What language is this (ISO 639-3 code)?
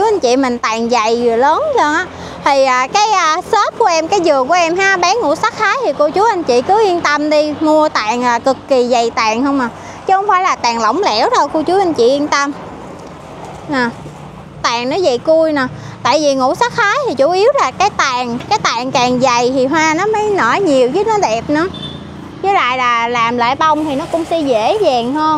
vie